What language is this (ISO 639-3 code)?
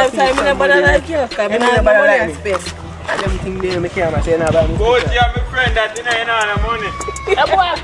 jam